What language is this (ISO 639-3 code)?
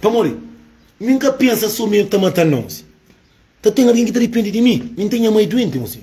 kea